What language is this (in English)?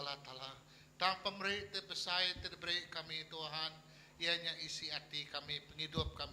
Iban